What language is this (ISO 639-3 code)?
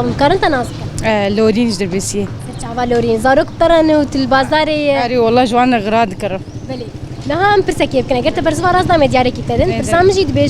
kur